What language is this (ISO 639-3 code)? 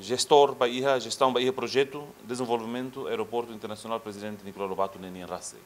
tet